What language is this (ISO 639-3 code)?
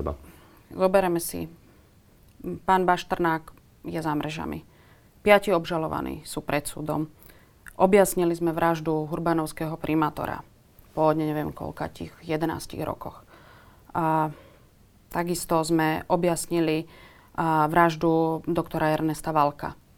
slk